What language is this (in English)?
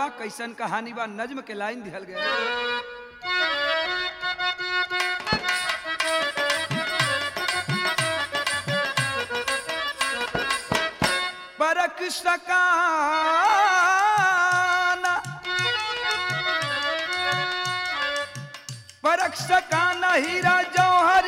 Bhojpuri